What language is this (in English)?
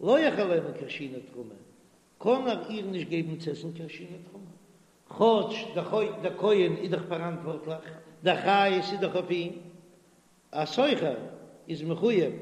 Yiddish